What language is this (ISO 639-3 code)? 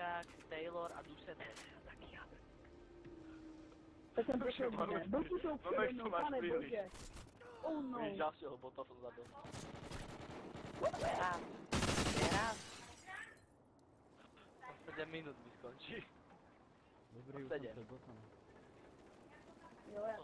ces